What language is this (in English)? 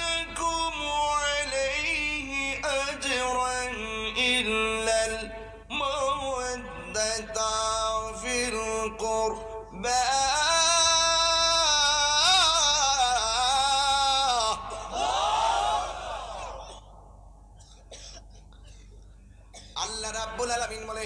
Bangla